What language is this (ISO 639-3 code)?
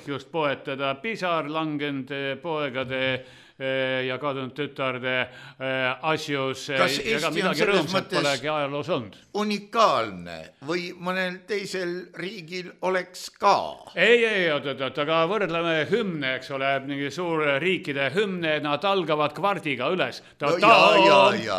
est